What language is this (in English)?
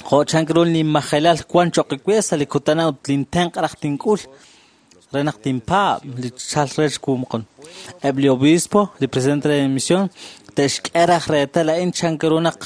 Kekchí